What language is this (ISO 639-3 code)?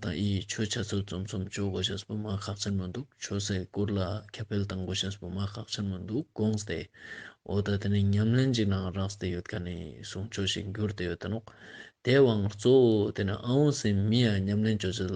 lbj